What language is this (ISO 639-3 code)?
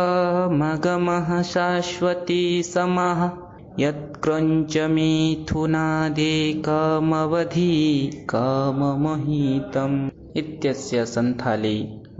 san